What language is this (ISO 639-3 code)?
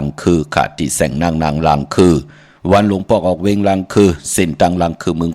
shn